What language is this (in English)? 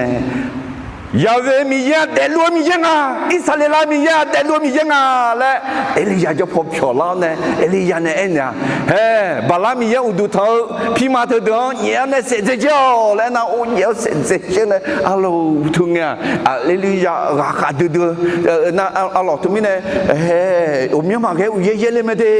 Akha